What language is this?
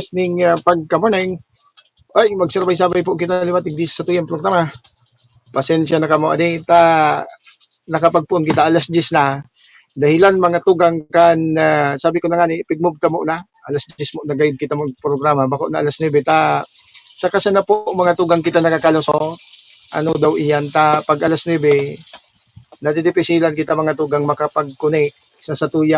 Bikol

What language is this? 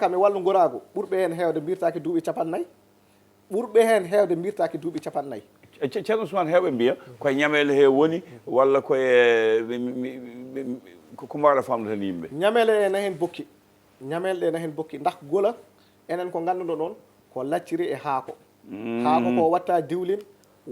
Fula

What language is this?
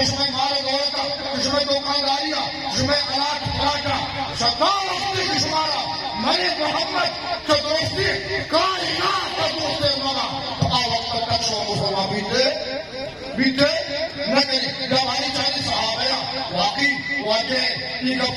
Eastern Balochi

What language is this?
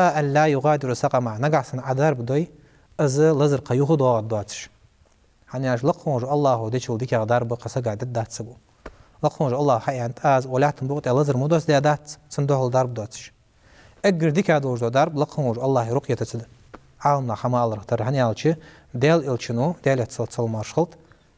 Ingush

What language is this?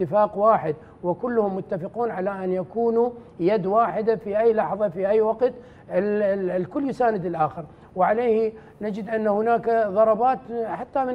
Arabic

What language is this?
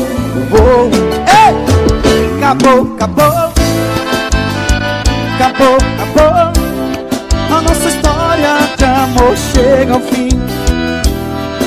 Portuguese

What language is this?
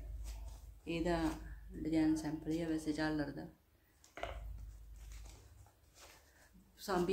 Punjabi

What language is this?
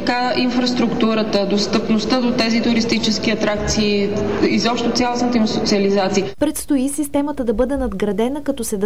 Bulgarian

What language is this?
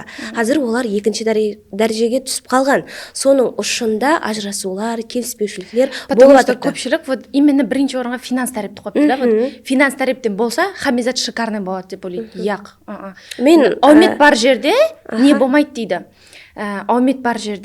Kara-Kalpak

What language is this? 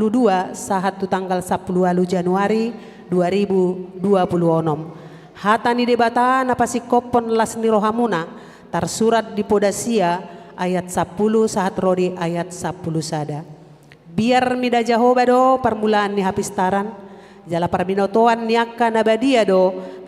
Batak Toba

